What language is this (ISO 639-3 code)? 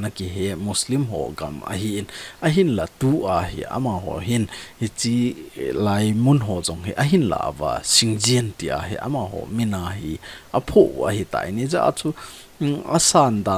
tcz